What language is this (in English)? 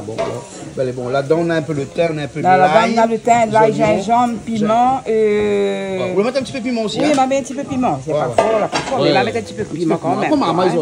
Réunion Creole French